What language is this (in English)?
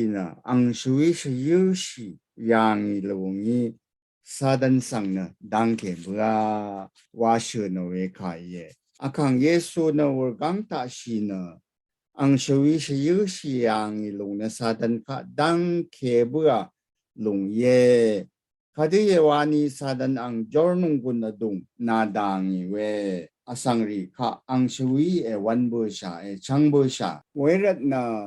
Rawang